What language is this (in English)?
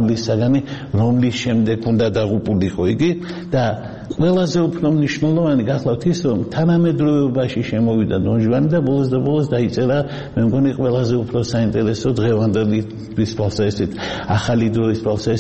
Georgian